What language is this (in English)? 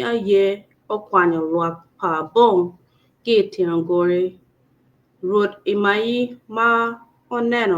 Acoli